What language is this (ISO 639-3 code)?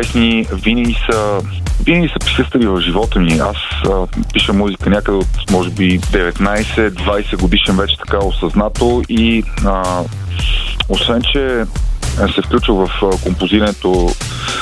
bul